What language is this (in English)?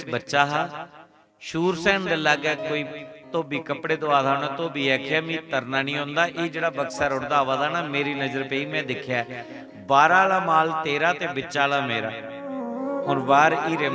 Dogri